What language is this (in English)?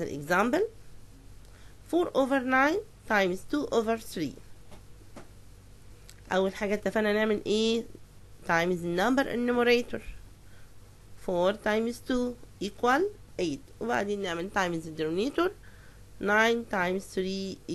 Egyptian Arabic